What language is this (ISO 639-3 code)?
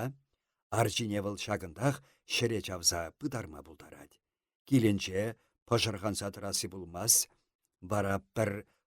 chv